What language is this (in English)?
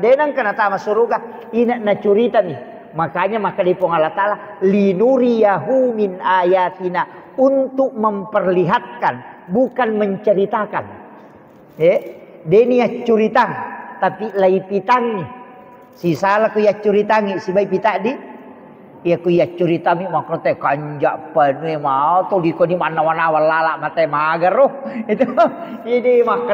Buginese